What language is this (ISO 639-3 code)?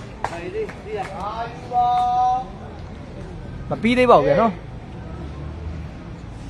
mya